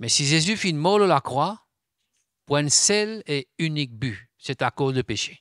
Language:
Morisyen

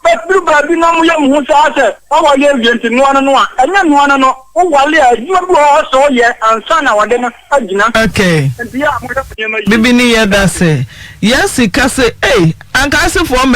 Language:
Akan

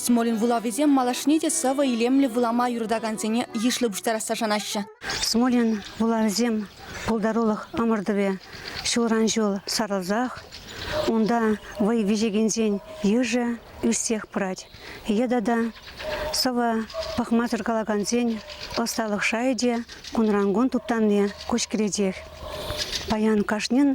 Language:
Chuvash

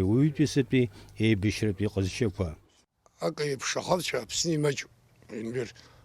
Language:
Abkhazian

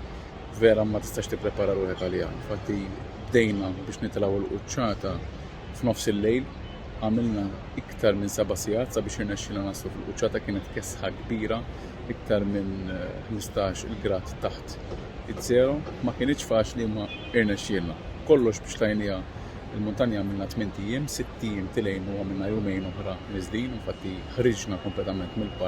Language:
Maltese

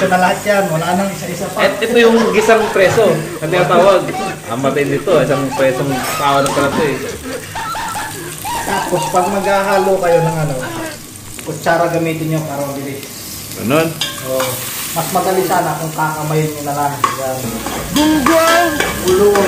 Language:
Filipino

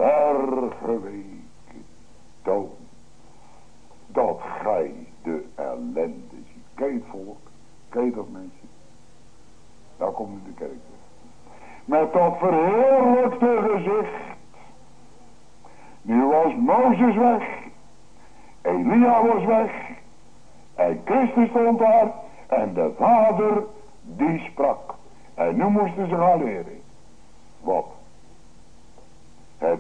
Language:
Dutch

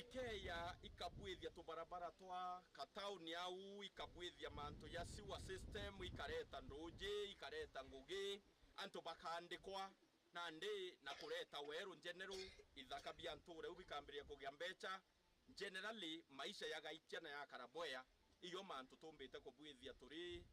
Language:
Meru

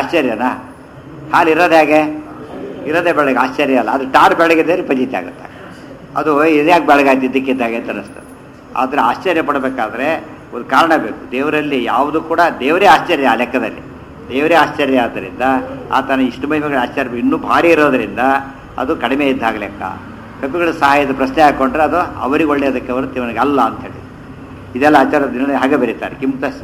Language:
Kannada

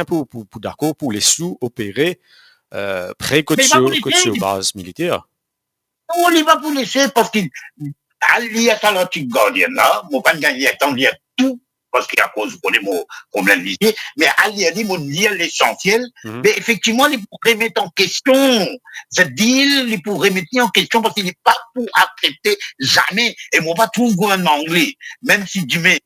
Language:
Morisyen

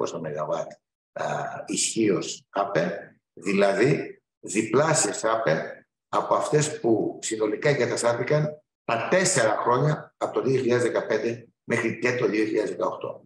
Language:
Greek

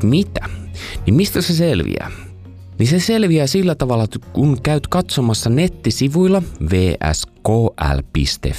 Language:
Finnish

